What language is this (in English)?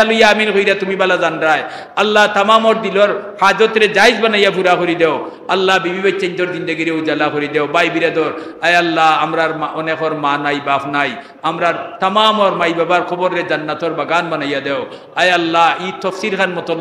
Sylheti